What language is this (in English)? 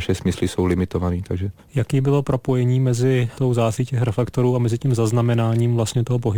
Czech